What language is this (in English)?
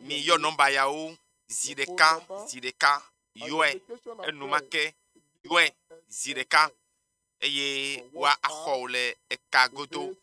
Ewe